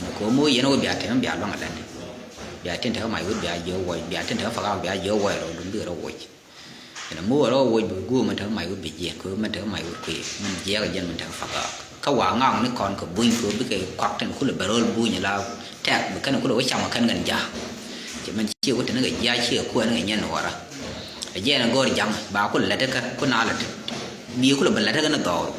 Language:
Nuer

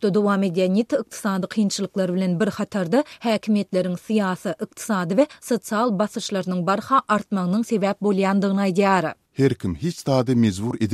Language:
Turkmen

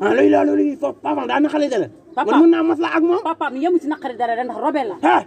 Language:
Wolof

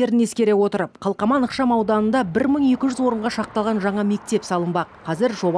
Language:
Kazakh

